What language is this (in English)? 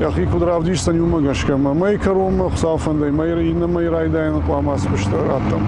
Ossetic